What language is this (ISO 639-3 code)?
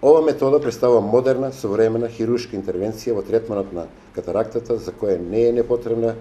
mkd